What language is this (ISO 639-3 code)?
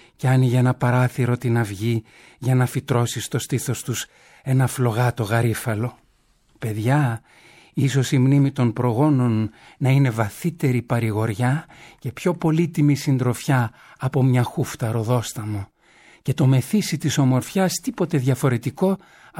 ell